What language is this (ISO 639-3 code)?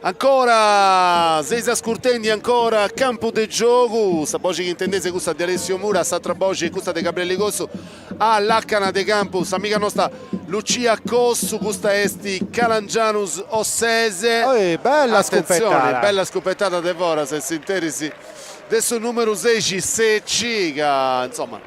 srd